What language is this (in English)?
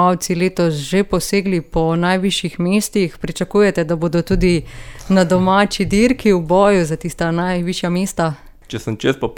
Slovenian